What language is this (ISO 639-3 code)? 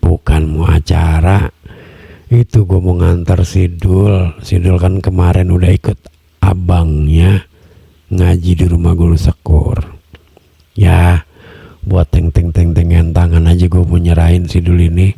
bew